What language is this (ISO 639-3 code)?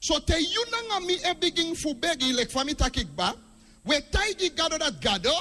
srn